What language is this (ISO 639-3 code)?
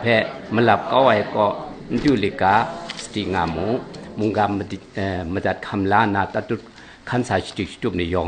kac